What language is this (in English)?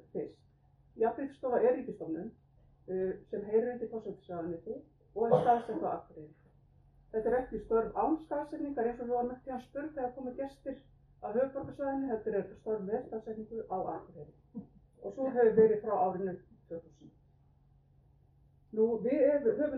Icelandic